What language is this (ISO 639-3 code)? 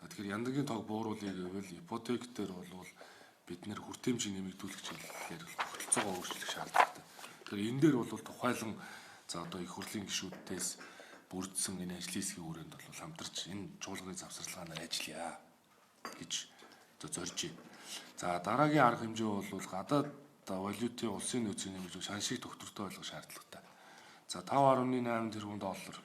mon